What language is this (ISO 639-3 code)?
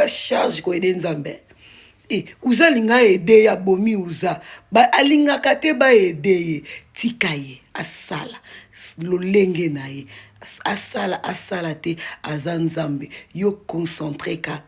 lin